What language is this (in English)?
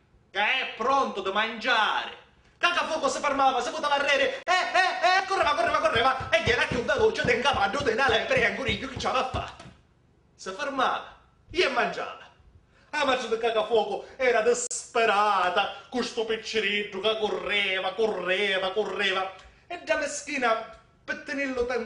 Sicilian